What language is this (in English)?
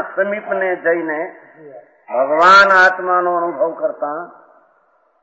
Gujarati